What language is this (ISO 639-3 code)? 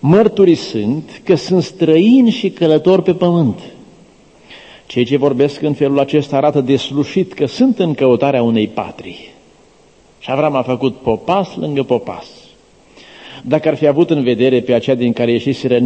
ron